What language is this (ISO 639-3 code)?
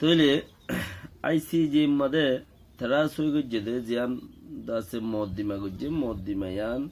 rhg